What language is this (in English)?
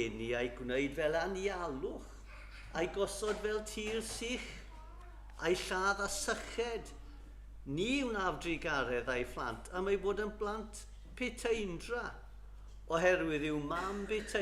Welsh